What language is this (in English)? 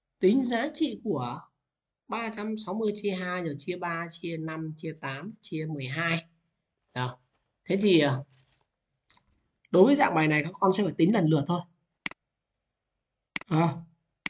Vietnamese